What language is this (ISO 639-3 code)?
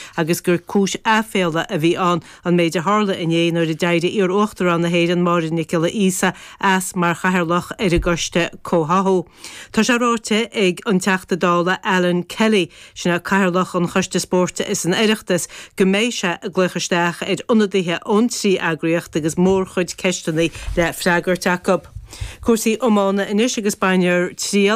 gle